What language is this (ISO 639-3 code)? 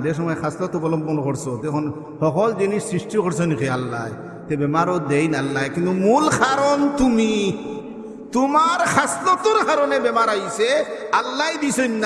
syl